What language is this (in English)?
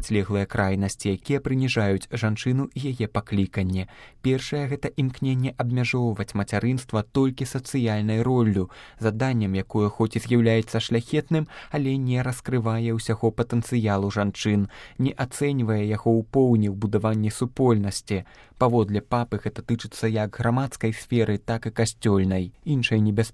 Belarusian